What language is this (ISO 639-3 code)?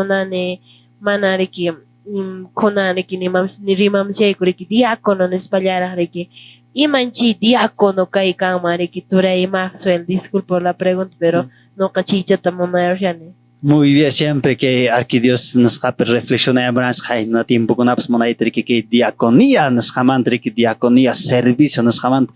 que